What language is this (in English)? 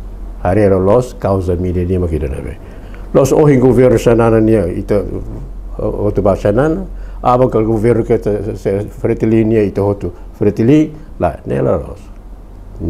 Tetum